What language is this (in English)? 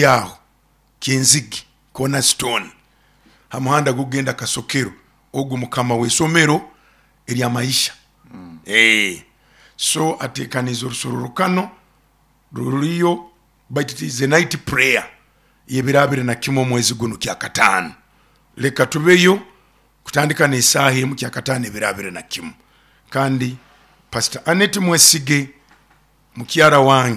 Nyoro